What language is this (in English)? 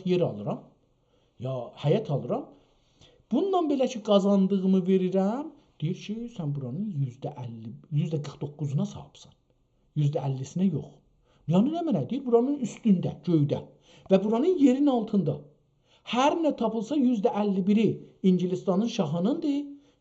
South Azerbaijani